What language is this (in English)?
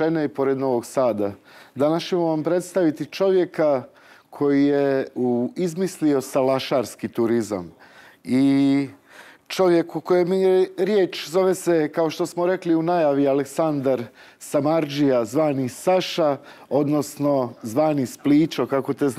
Serbian